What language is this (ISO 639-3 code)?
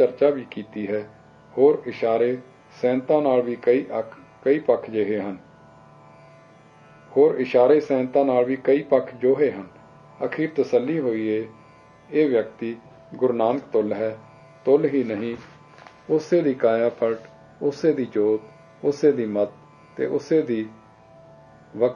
pan